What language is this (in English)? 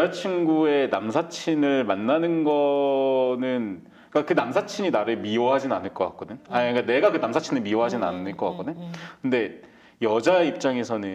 Korean